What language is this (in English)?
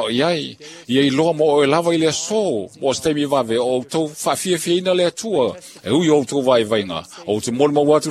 Samoan